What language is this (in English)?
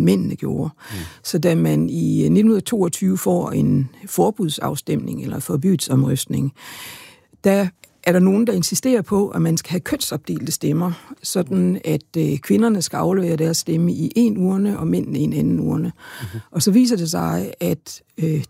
Danish